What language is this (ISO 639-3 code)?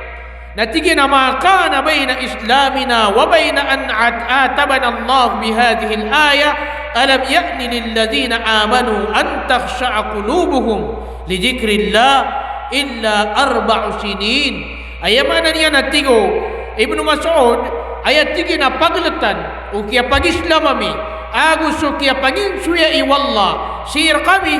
mrw